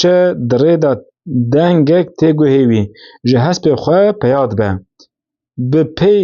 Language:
Kurdish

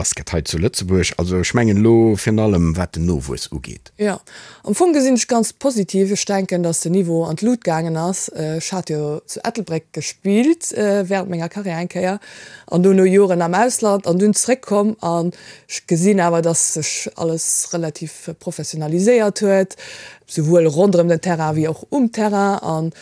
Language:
Luxembourgish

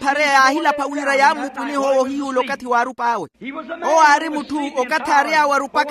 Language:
Makhuwa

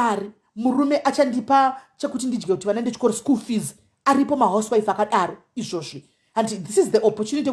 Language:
Shona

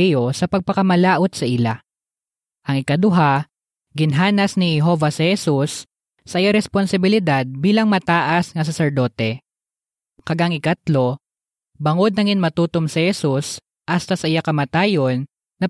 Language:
Hiligaynon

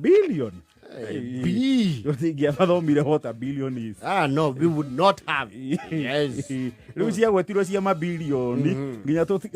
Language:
Kikuyu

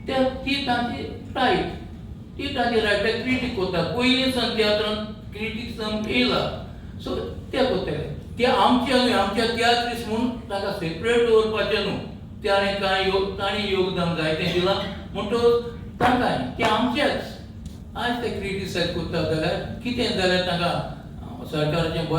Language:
Konkani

